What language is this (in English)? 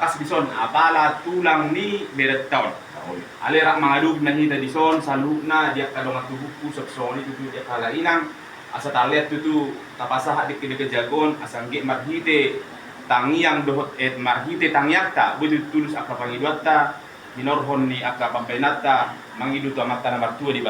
Batak Toba